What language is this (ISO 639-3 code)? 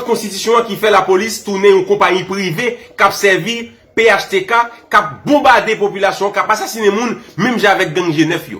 hat